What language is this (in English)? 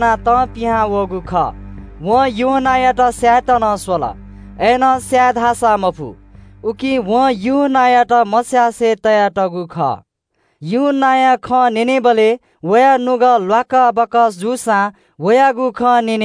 Newari